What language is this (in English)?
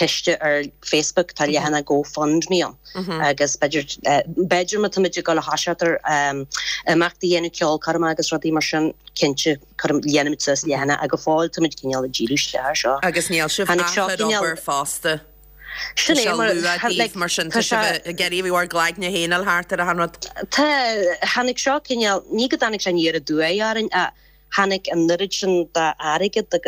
Irish